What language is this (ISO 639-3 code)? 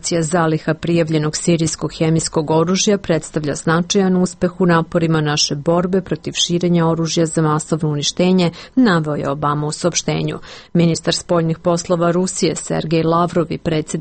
srp